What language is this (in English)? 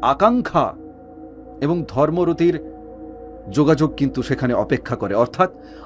Bangla